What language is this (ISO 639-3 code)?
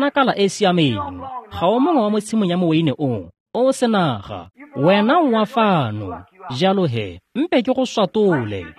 tsn